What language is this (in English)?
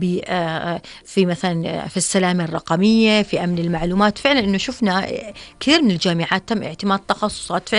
North Levantine Arabic